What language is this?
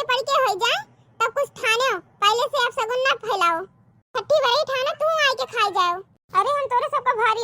Awadhi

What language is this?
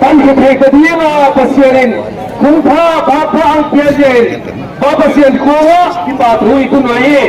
Paite Chin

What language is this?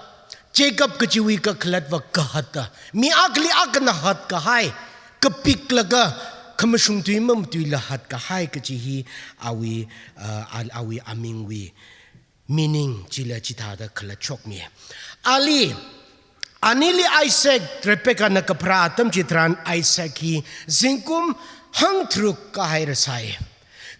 Tangkhul Naga (India)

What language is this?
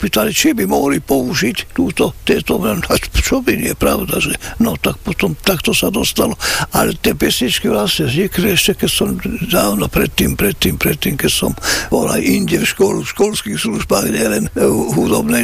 Slovak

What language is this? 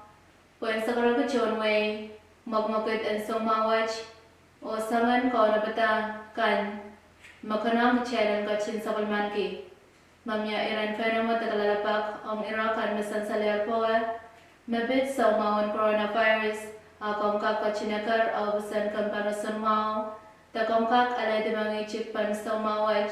Pohnpeian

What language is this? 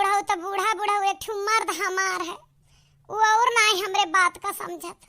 Awadhi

